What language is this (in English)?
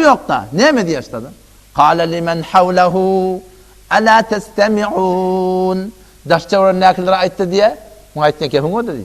Turkmen